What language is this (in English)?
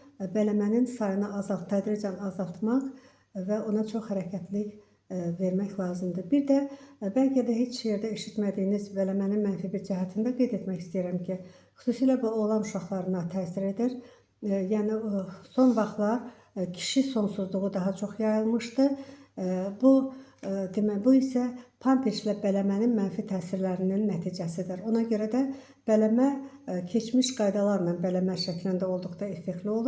Azerbaijani